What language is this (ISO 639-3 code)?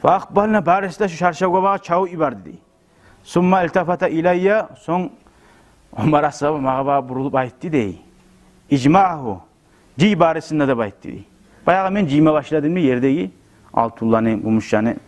kum